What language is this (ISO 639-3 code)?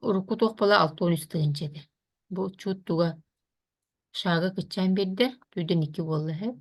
sah